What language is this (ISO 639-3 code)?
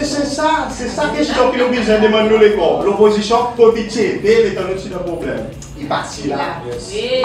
crs